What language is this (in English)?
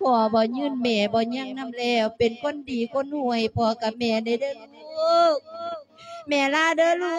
Lao